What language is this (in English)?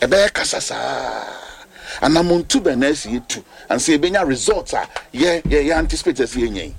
Akan